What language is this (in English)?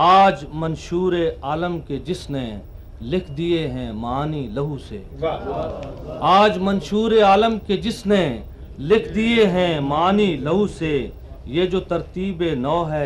Urdu